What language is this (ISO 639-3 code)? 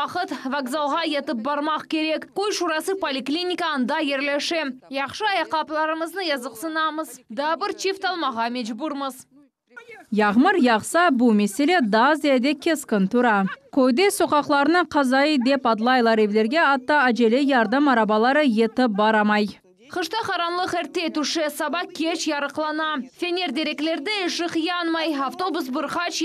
crh